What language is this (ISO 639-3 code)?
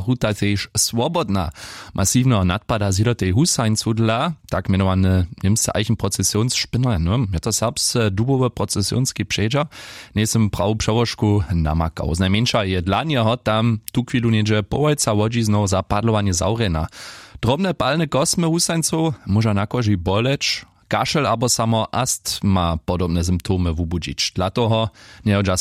hsb